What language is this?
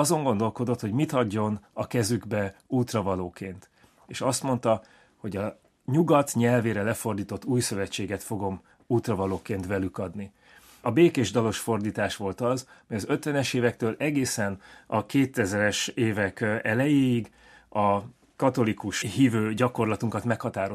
Hungarian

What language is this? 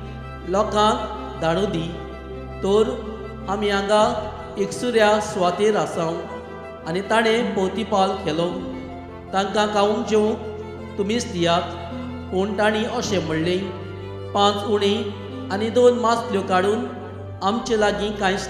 Konkani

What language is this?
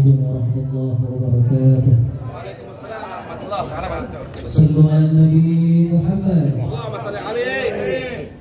Betawi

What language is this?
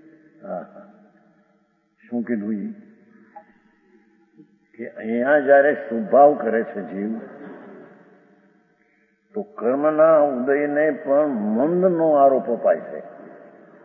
Gujarati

